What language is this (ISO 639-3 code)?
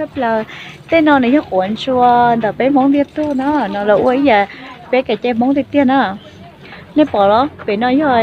hmn